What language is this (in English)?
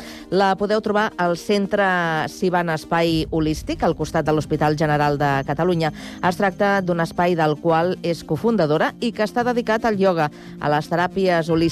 Catalan